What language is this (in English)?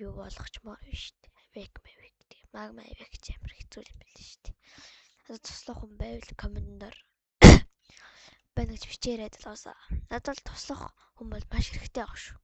Mongolian